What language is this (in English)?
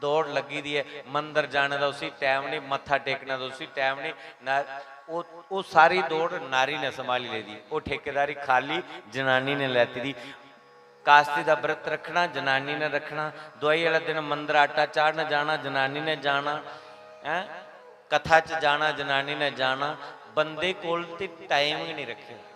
Dogri